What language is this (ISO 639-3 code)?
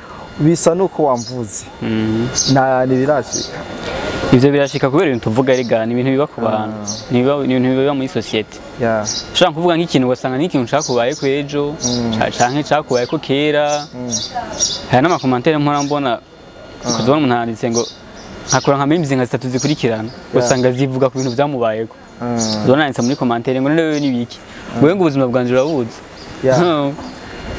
run